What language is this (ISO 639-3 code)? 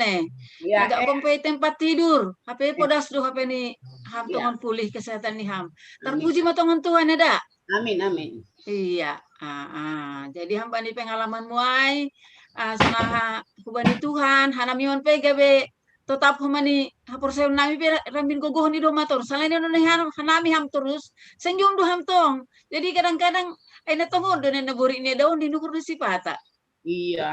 bts